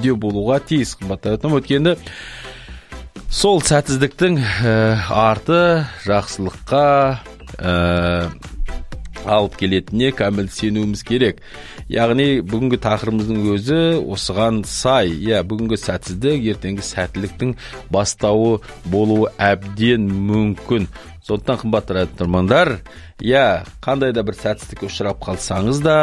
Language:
Kazakh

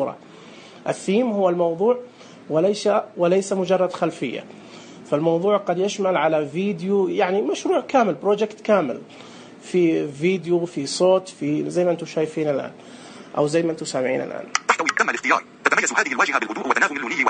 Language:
Najdi Arabic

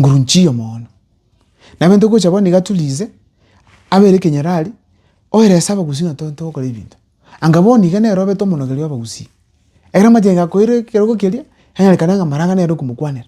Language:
Gusii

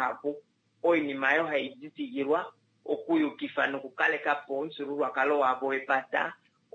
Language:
Kuanyama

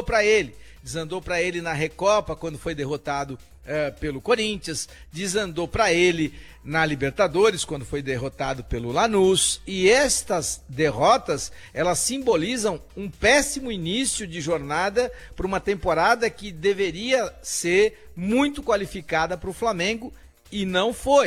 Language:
Portuguese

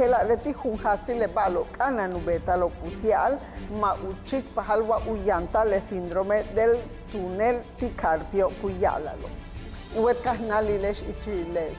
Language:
Yucateco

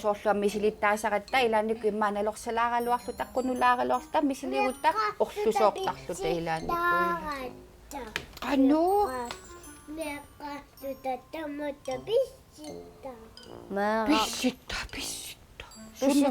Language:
Kalaallisut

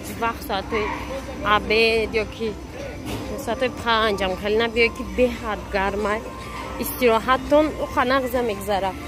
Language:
Tajik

